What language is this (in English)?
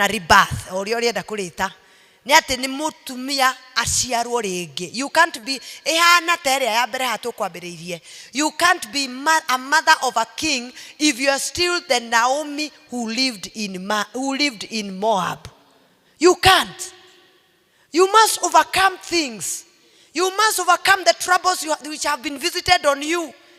Kikuyu